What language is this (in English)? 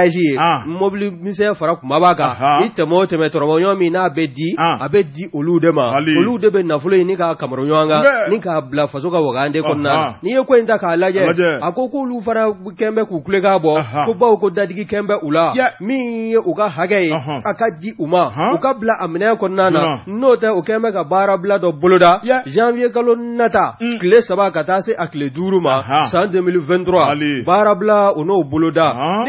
Bambara